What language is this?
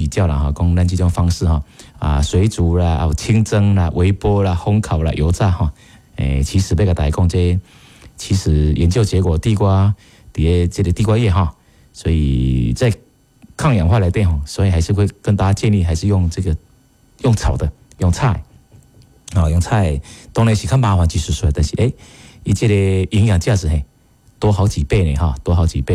Min Nan Chinese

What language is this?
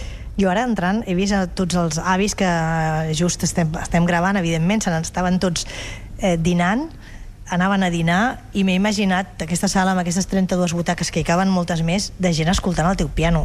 Catalan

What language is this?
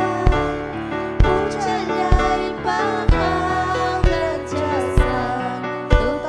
Ayacucho Quechua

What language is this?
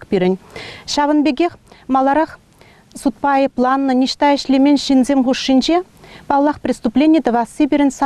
Chuvash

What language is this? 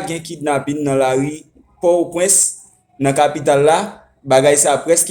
Haitian Creole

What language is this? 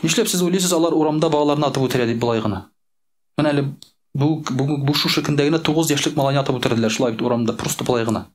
Tatar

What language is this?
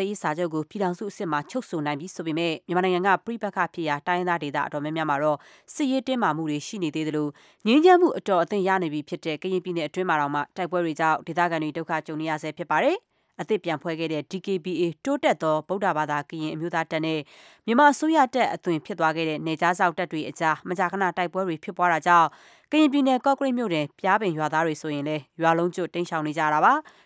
Burmese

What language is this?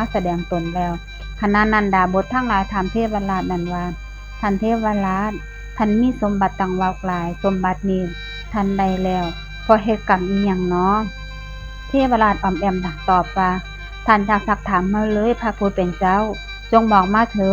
Northeastern Thai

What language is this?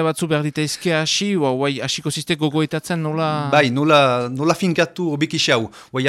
Basque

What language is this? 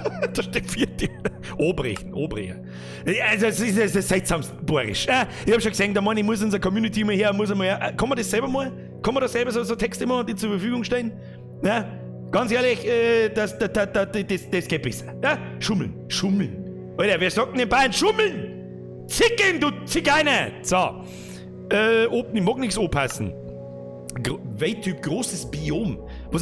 Bavarian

